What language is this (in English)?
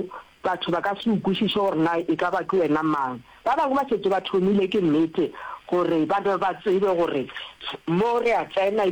Northern Sotho